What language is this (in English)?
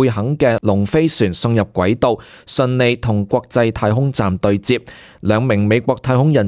Cantonese